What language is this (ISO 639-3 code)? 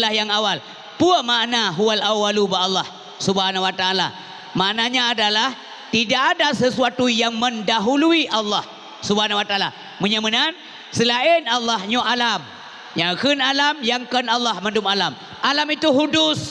ace